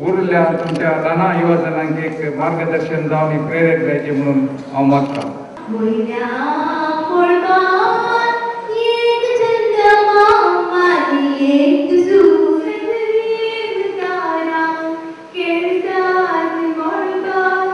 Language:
Konkani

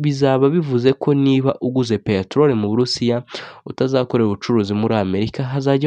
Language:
Kinyarwanda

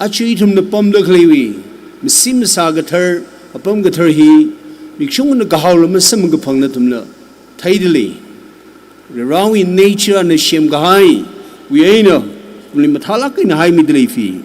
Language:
Tangkhul Naga (India)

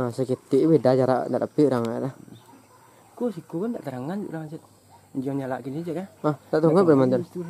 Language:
Minangkabau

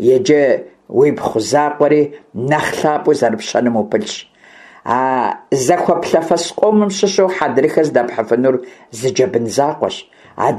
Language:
Kabardian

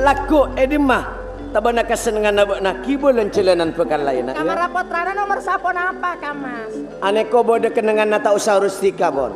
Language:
Madurese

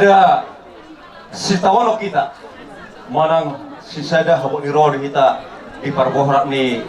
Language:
Batak Toba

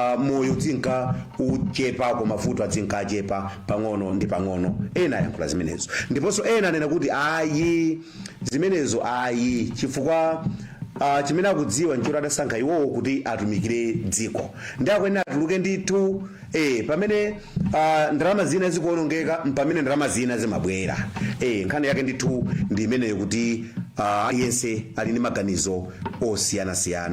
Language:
Nyanja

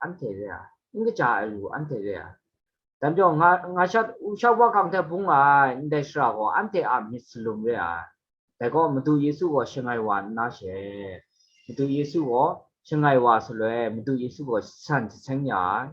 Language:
Kachin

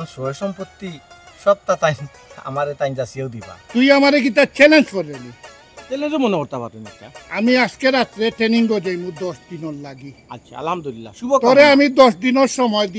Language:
Sylheti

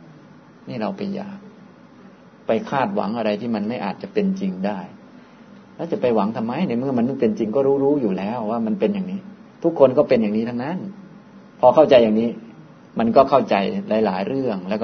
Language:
Thai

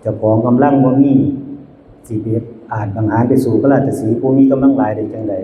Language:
Northeastern Thai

